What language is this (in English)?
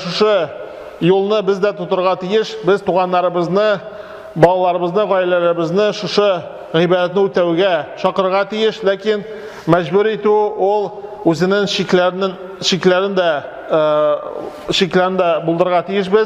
Tatar